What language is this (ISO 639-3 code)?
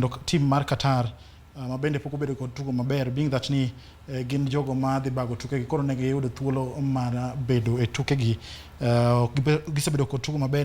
luo